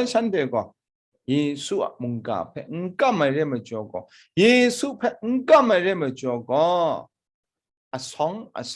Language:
Kachin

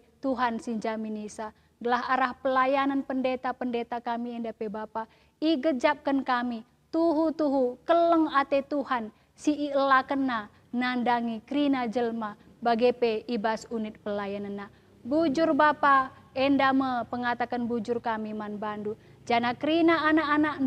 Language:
Batak Karo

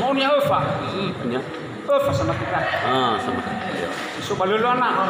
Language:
Nias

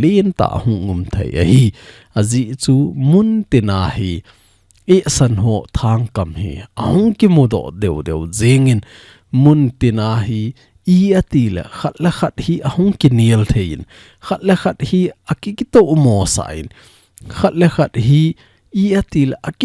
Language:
Thado Chin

